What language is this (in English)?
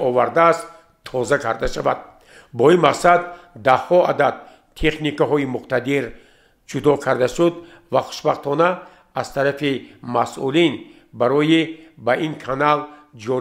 Tajik